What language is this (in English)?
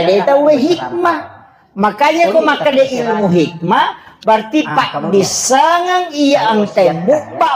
Buginese